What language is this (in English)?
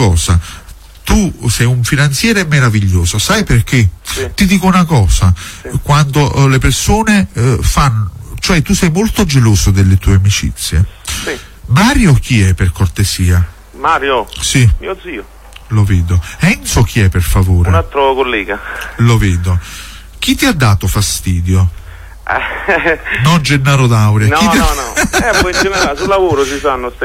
Italian